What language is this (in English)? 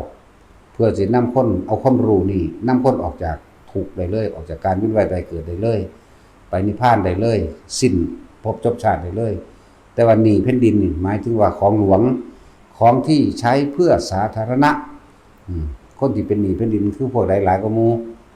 Northeastern Thai